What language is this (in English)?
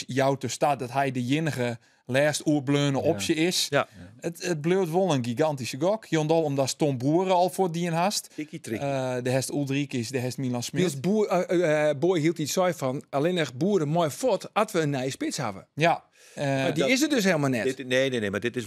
Western Frisian